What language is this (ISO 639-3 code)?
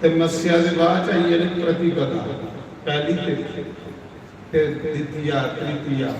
doi